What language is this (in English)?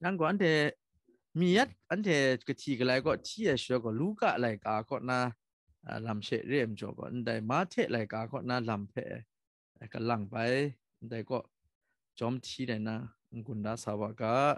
Kachin